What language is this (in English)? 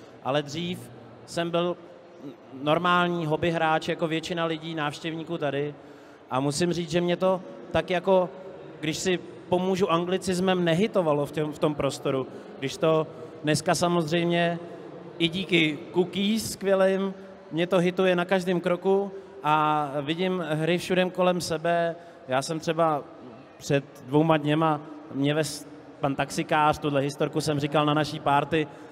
Czech